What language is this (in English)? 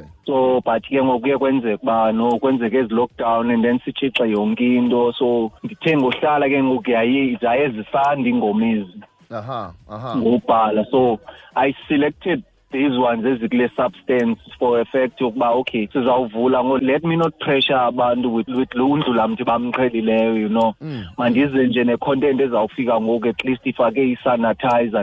Xhosa